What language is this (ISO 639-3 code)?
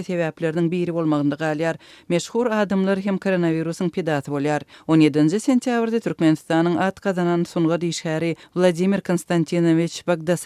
tuk